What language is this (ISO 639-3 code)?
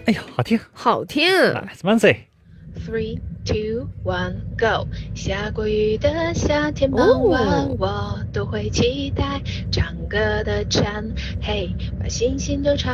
zho